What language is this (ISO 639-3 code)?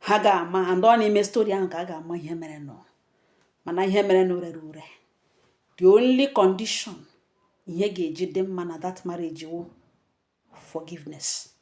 ibo